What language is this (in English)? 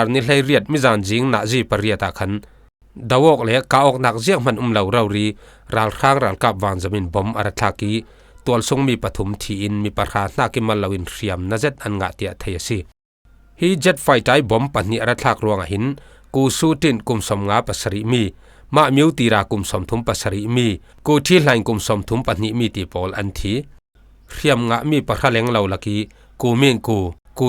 Falam Chin